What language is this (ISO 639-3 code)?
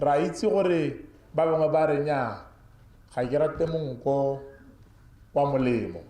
tsn